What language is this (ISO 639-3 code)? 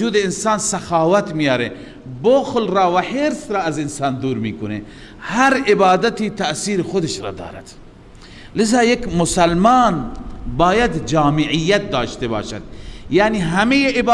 fas